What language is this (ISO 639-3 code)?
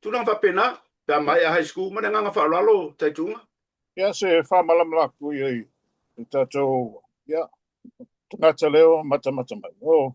smo